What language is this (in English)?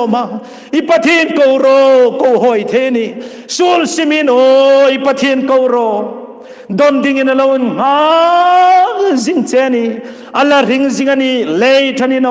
Hmar